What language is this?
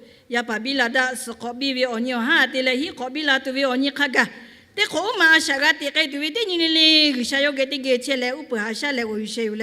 Lahu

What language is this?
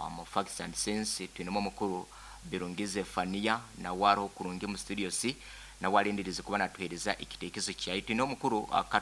Nyankole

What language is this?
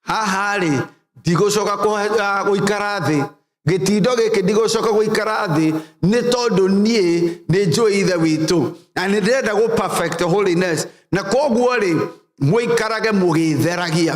Kikuyu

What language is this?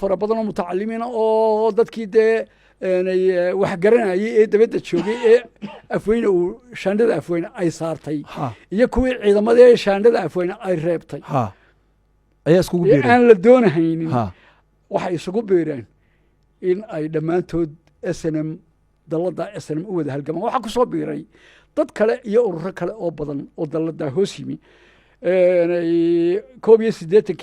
Somali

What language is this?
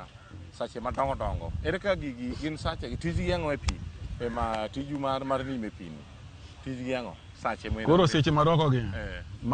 Luo (Kenya and Tanzania)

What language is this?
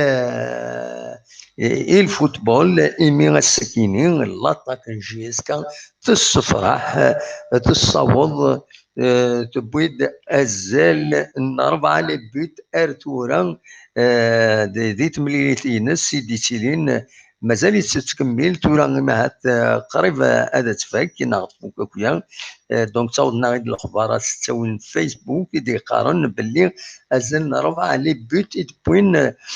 Kabyle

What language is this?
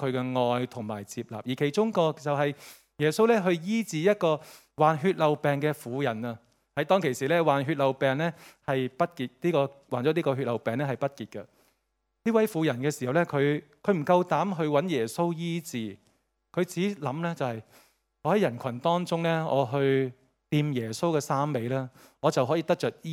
Cantonese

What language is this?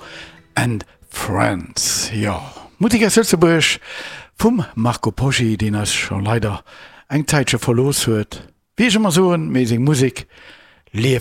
Luxembourgish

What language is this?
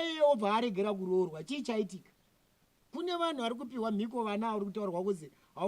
Shona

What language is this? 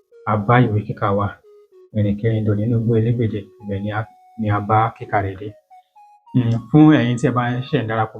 Yoruba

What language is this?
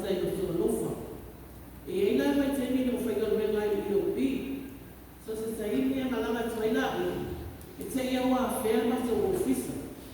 Samoan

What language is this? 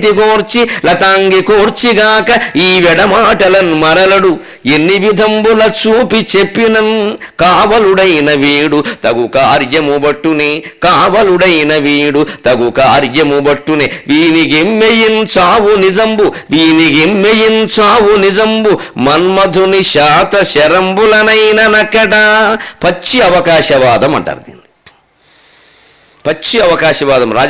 Telugu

